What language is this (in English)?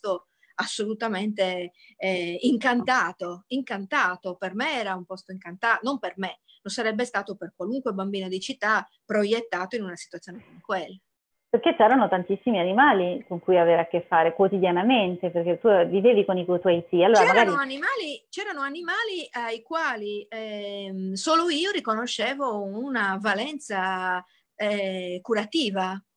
Italian